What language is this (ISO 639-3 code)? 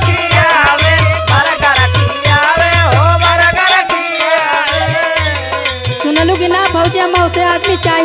bho